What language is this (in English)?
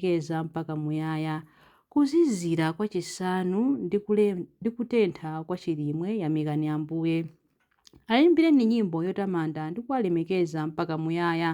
Nyanja